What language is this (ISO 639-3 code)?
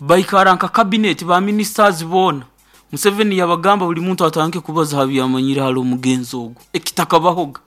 nyo